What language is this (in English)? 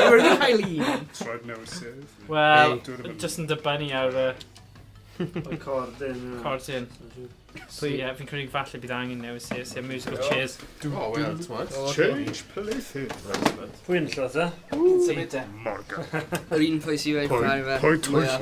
Welsh